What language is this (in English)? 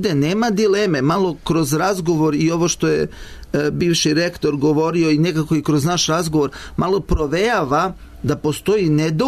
Serbian